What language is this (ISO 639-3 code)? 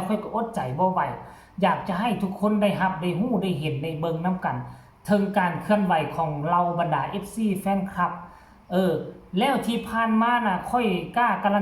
tts